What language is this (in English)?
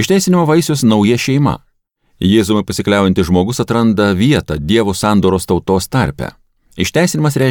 Lithuanian